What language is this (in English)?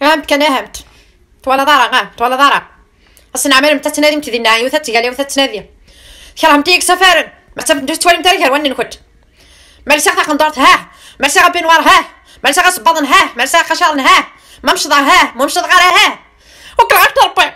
Kabyle